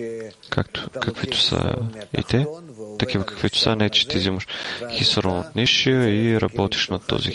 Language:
Bulgarian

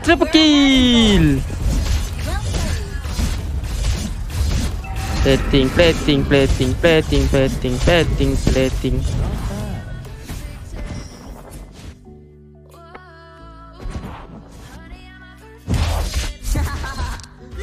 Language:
Malay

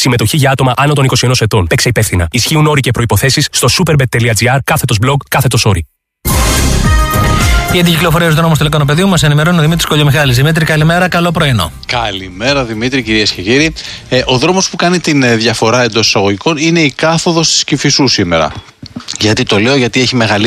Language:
Greek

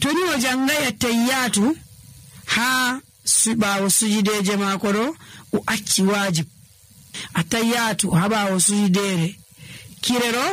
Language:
Nigerian Fulfulde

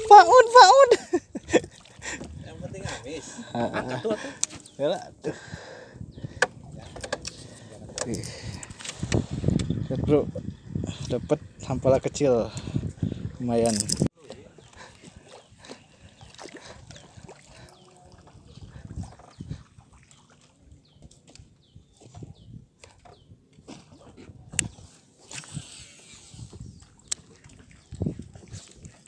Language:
Indonesian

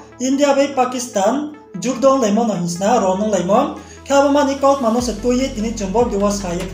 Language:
Riang (India)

